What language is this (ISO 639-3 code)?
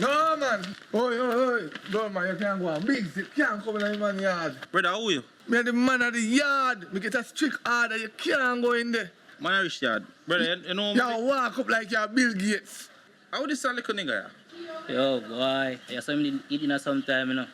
jam